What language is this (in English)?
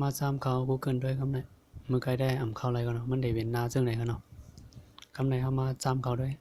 Shan